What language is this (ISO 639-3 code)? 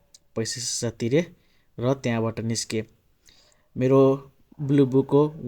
nep